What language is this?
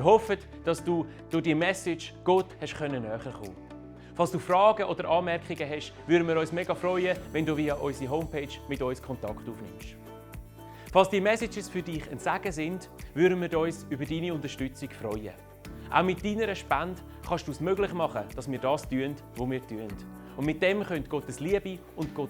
Swiss German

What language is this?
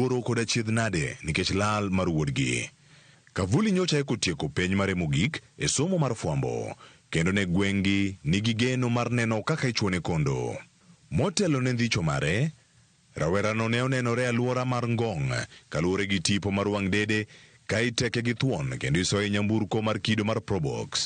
Luo (Kenya and Tanzania)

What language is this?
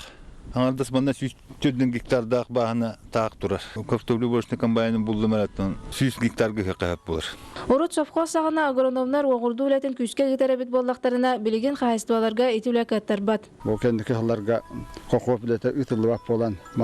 Yakut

